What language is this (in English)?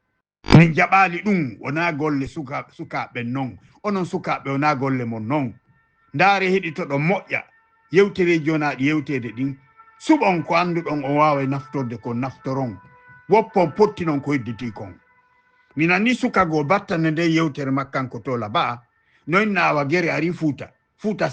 Fula